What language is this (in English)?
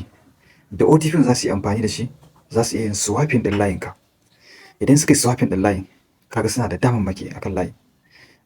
Hausa